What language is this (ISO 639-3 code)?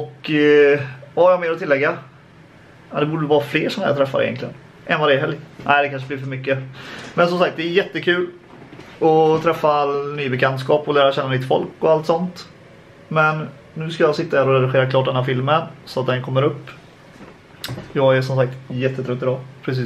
swe